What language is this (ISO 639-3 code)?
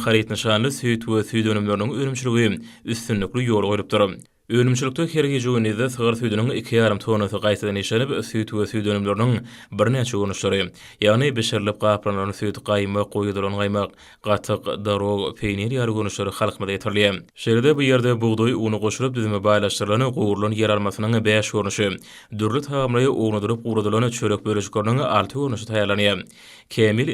tuk